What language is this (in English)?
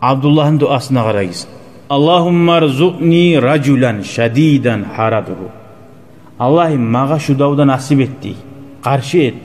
Kumyk